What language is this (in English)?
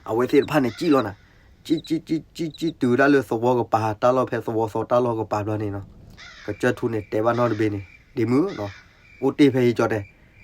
S'gaw Karen